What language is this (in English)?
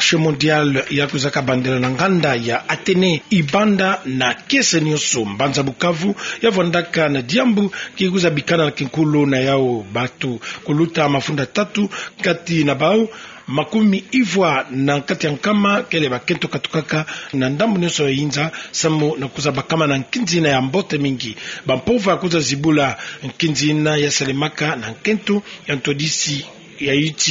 Kituba (Democratic Republic of Congo)